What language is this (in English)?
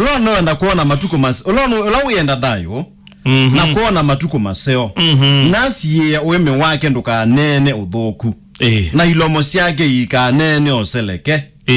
Kamba